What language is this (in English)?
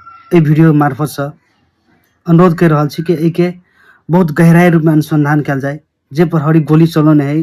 Maithili